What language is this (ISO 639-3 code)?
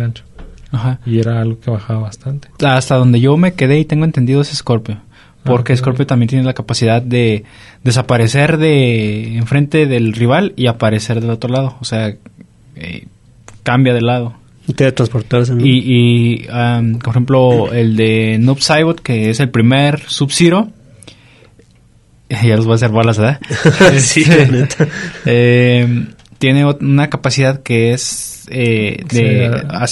spa